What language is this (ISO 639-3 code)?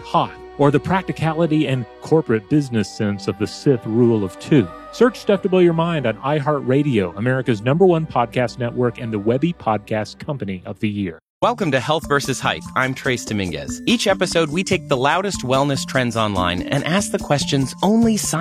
eng